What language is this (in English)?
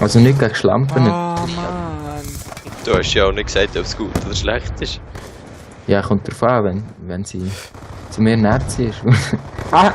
Swiss German